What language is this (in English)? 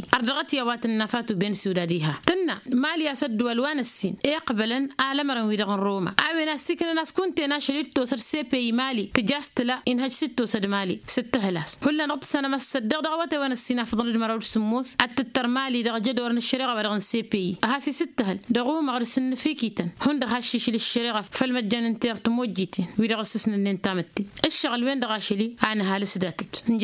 Tamasheq